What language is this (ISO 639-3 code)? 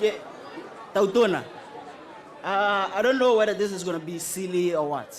tsn